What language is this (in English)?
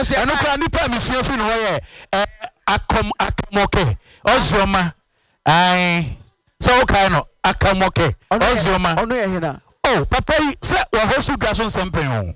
Akan